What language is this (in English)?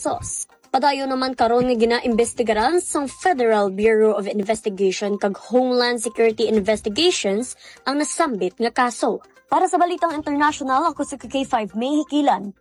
Hiligaynon